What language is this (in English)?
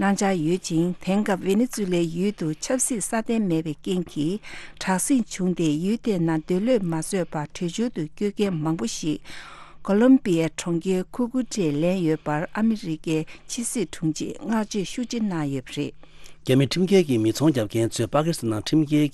Tibetan